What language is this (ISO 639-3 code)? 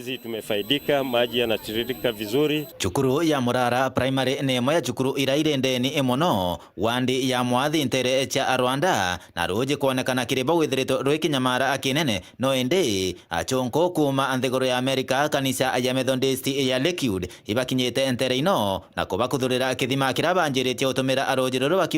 mer